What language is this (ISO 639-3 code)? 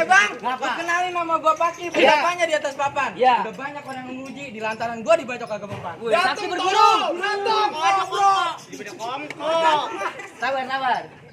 bew